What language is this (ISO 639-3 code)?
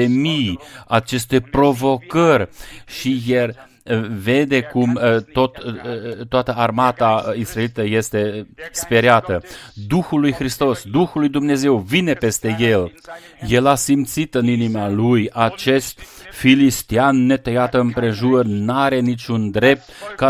ron